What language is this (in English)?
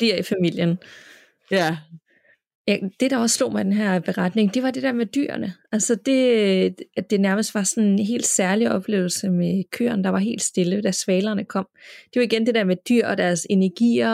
Danish